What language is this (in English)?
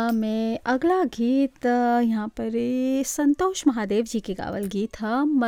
Bhojpuri